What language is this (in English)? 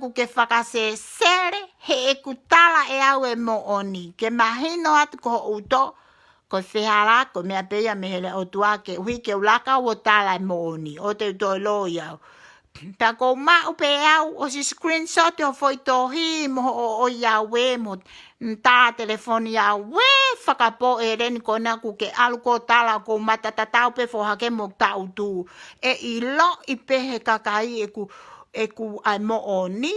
Tongan